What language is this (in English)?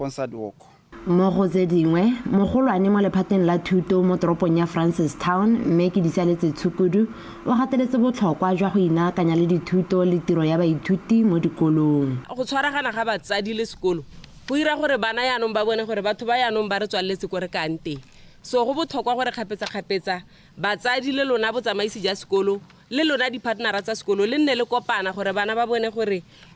Tswana